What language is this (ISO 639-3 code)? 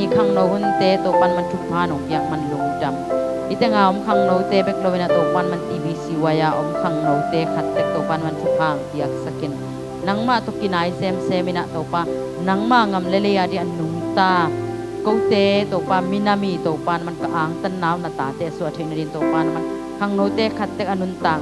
ctd